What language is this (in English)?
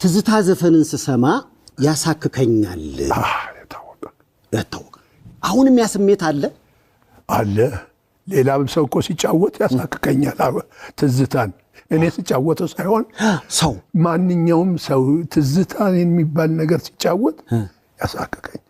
Amharic